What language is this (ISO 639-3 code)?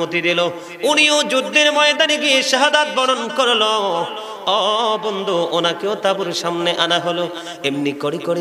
ben